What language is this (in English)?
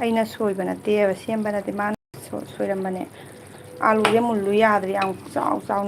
Manipuri